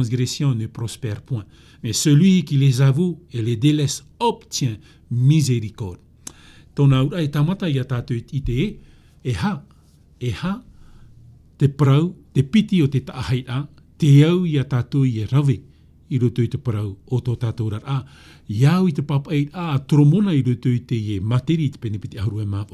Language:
Tahitian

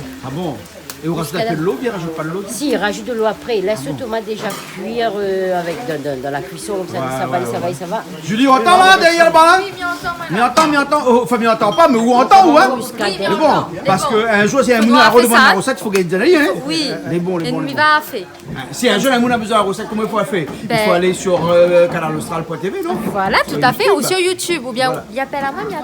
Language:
Réunion Creole French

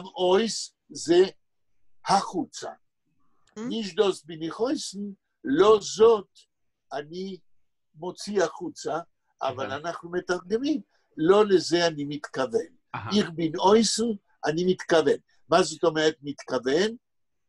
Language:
Yiddish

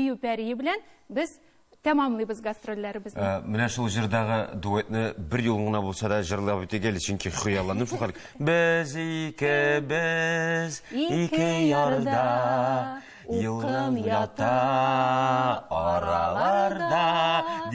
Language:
Tatar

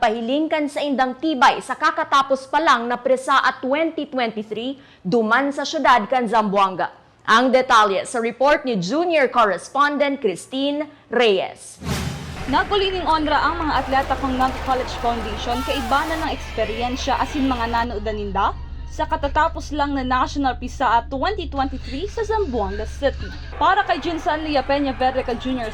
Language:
Bikol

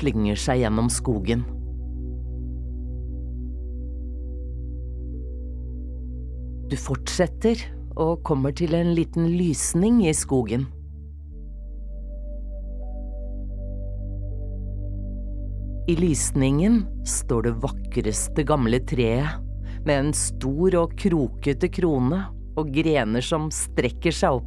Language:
Norwegian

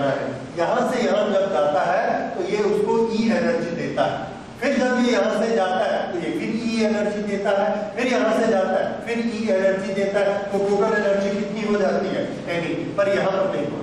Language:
Hindi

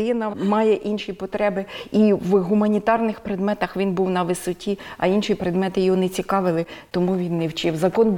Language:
Ukrainian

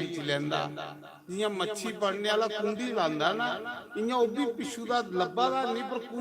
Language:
Dogri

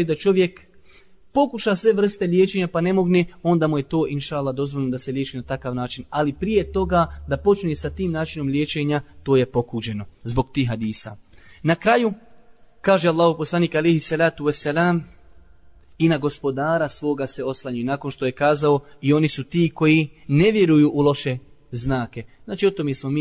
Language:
Bosnian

